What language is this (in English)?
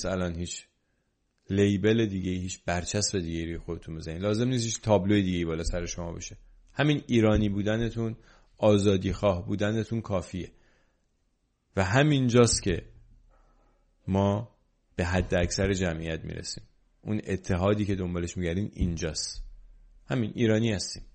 Persian